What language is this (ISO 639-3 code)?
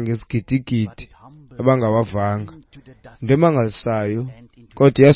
xho